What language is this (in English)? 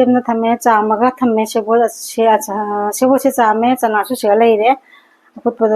Manipuri